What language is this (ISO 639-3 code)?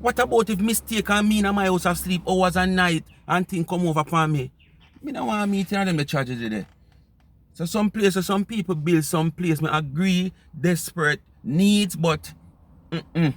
jam